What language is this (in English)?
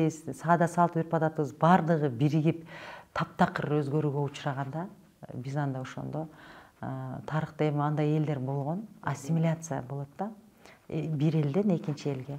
Kyrgyz